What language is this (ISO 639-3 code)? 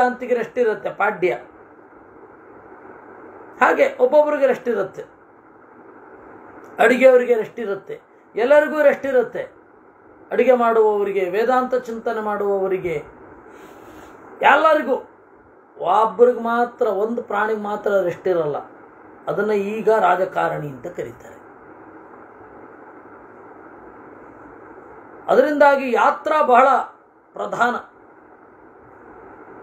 kan